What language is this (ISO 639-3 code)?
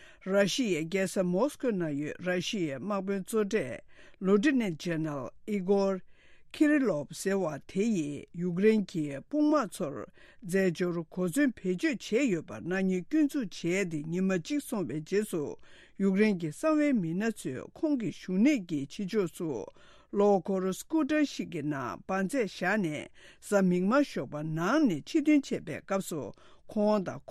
bod